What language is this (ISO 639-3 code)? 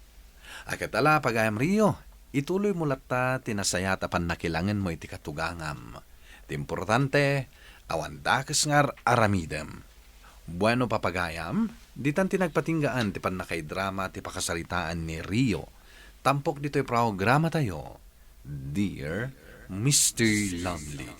ilo